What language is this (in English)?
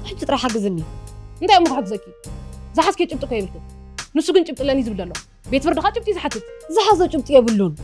Tigrinya